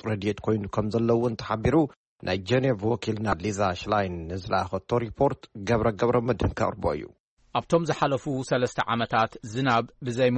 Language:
Tigrinya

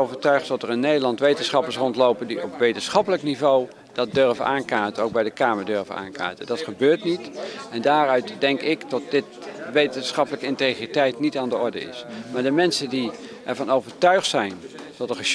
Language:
Dutch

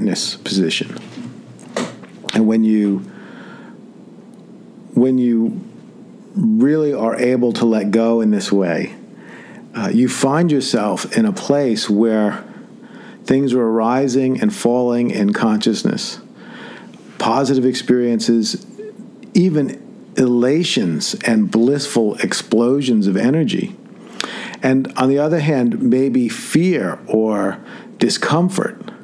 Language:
English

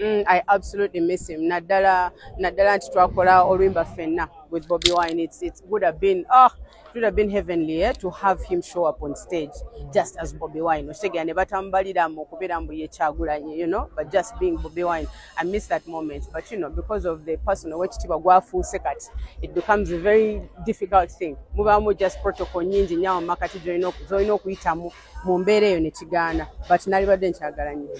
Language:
Ganda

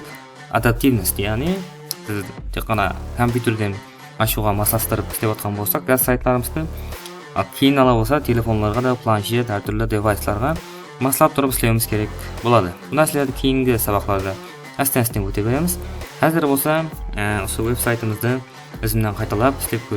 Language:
Kara-Kalpak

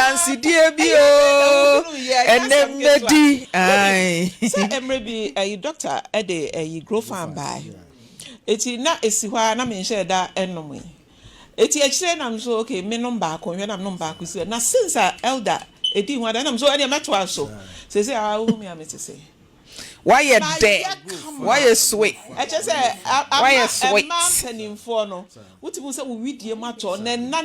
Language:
Akan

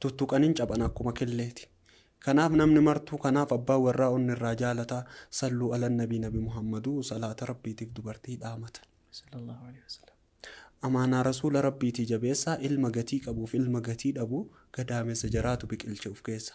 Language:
Oromo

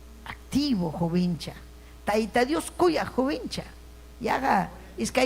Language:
Ayacucho Quechua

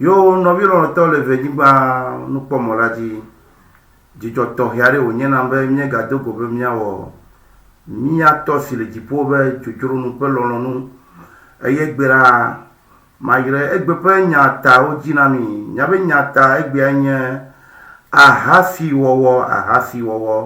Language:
Ewe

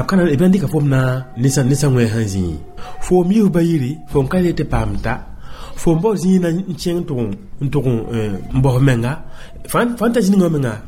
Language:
Mossi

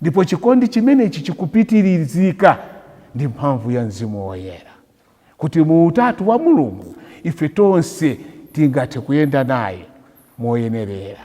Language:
Nyanja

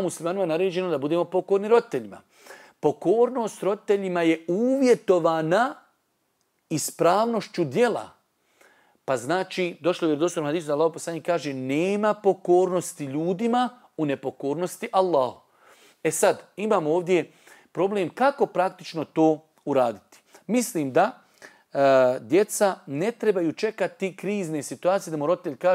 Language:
Bosnian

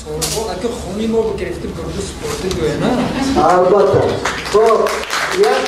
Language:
Tajik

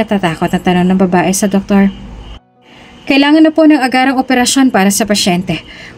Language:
Filipino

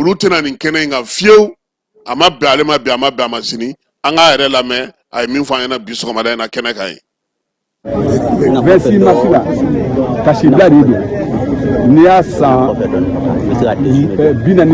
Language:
Bambara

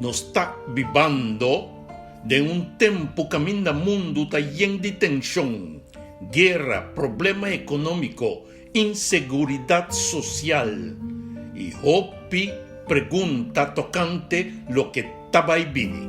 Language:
Papiamento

